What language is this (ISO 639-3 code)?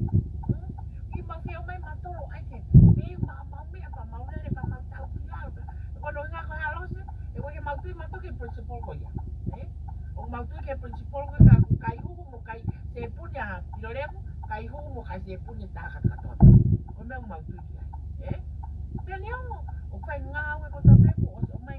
ton